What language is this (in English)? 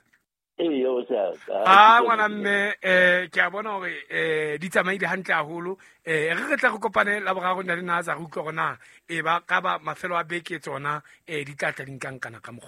Southern Sotho